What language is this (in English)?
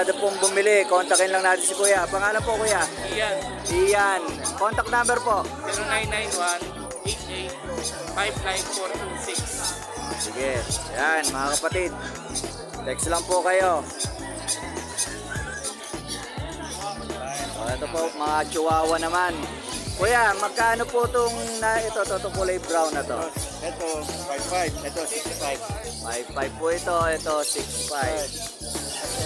Filipino